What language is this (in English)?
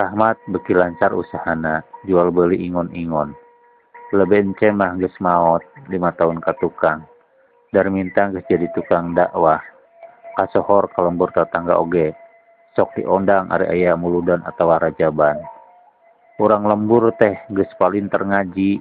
Sundanese